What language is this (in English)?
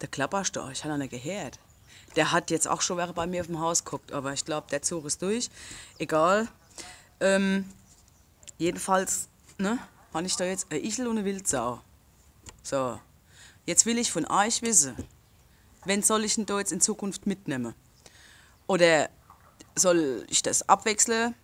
Palatine German